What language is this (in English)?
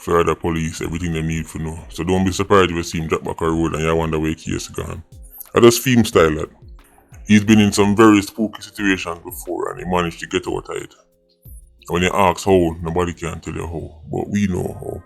Jamaican Creole English